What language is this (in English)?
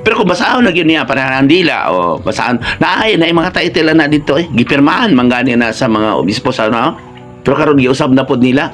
Cebuano